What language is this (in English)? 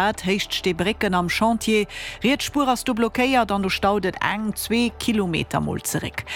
Luxembourgish